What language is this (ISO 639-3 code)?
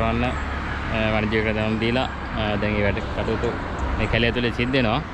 sin